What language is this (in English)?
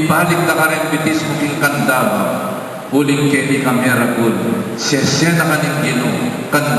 Pampanga